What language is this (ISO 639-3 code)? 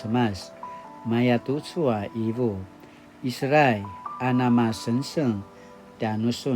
pwn